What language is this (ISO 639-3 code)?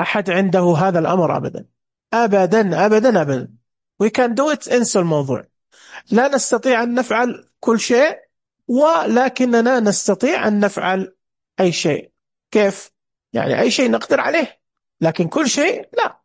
ars